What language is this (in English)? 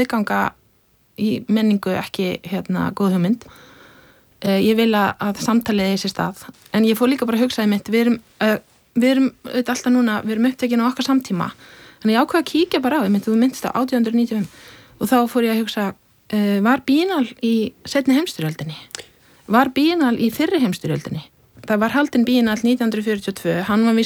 Icelandic